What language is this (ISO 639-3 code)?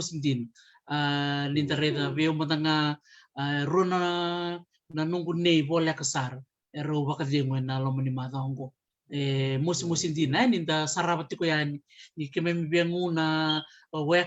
fij